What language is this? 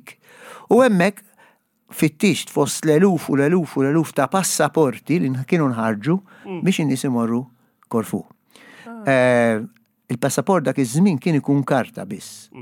Maltese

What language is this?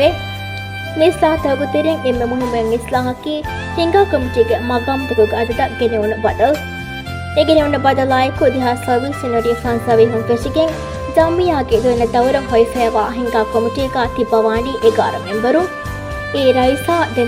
Divehi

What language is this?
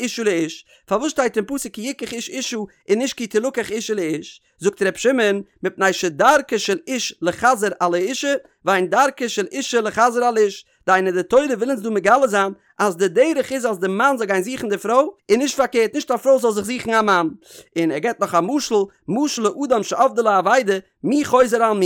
Yiddish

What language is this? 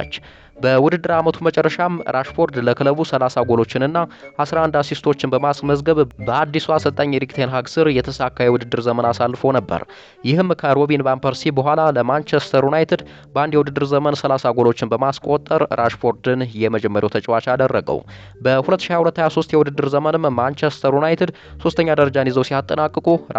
Amharic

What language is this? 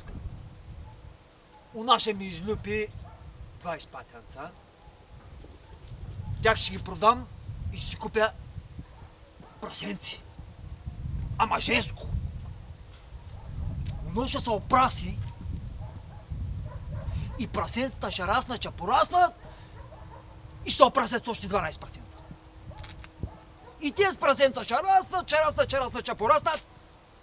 Bulgarian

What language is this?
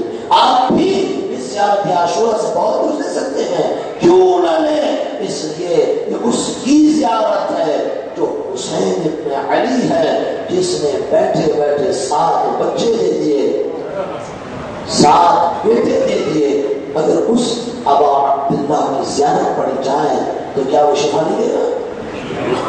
Urdu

